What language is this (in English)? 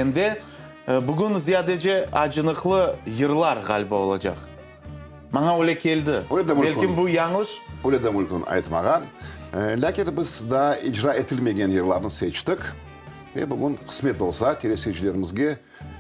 Crimean Tatar